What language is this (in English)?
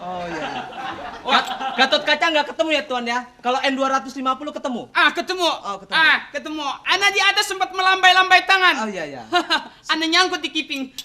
Betawi